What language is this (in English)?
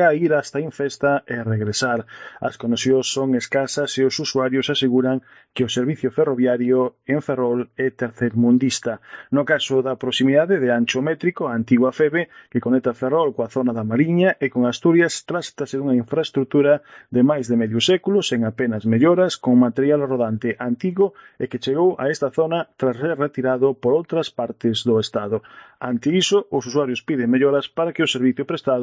Galician